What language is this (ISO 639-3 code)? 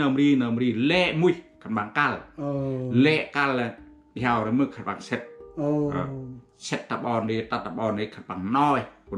cmo